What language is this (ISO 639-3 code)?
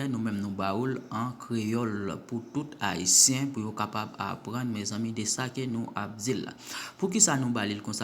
hat